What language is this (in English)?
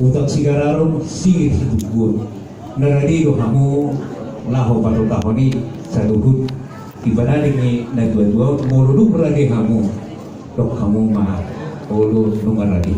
Batak Toba